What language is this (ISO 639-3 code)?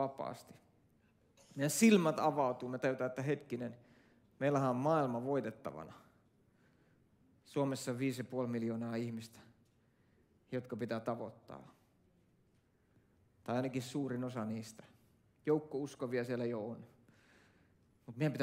fin